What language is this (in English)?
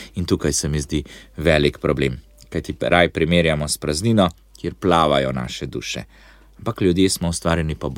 Slovenian